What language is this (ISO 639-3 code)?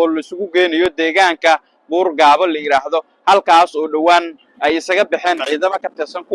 som